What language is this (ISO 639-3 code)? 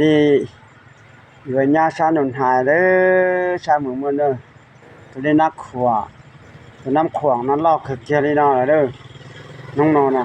hmn